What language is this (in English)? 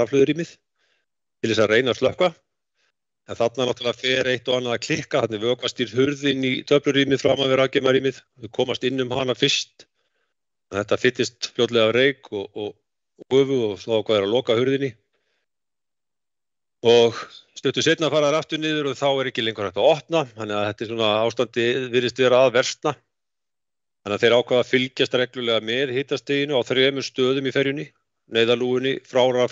Icelandic